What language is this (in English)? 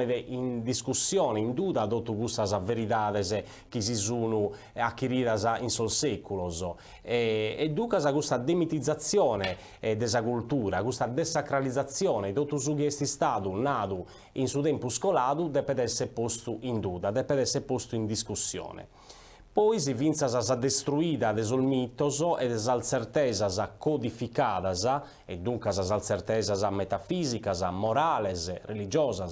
Sardinian